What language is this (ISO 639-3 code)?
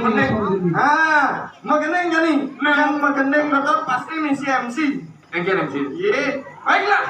ban